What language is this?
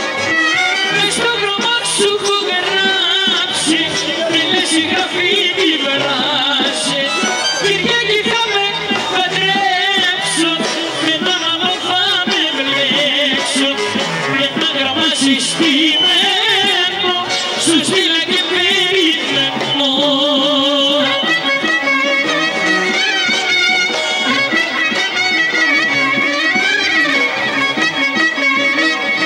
Greek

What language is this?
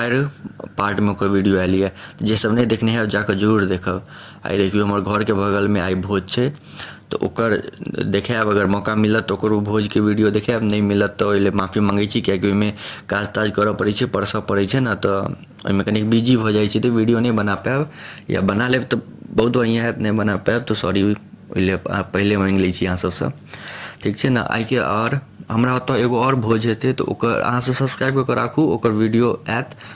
Maithili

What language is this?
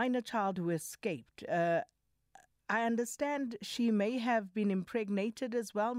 English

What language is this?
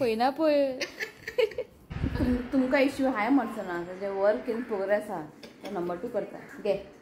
Konkani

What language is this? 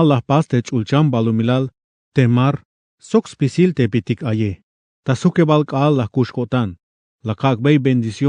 Tzeltal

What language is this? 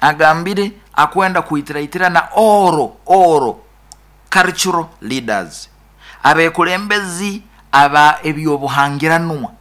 Nyoro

